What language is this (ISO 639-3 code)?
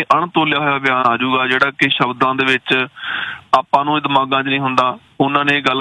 pan